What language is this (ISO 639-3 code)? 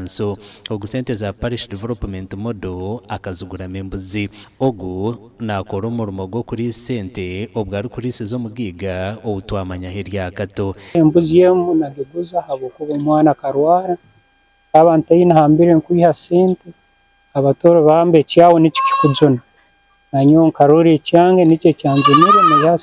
nyn